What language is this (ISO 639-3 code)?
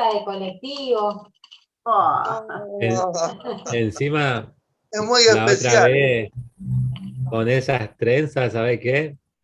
grn